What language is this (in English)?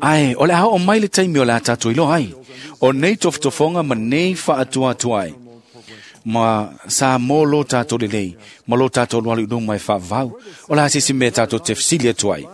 Samoan